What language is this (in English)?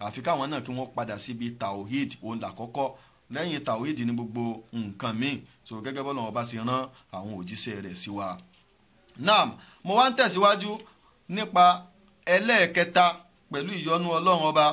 Yoruba